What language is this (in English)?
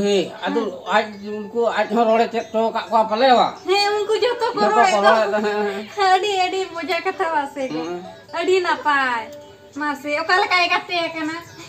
Santali